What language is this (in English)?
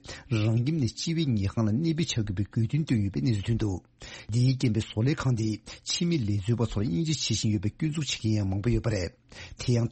Tibetan